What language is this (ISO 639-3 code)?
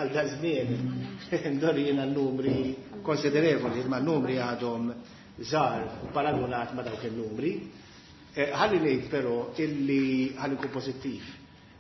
mlt